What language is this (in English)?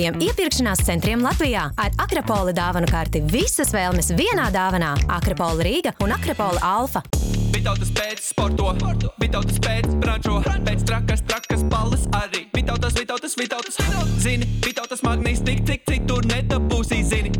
Latvian